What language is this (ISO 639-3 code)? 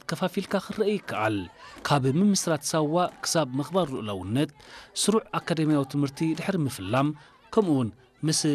tir